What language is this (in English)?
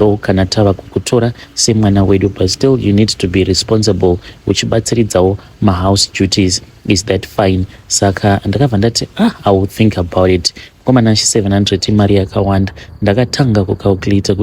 Shona